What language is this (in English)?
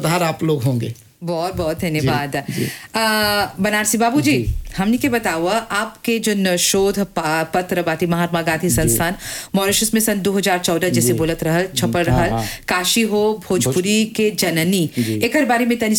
Bhojpuri